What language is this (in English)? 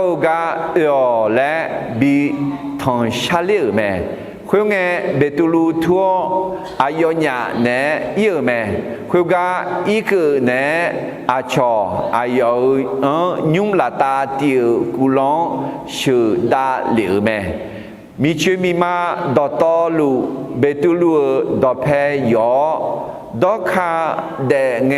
Akha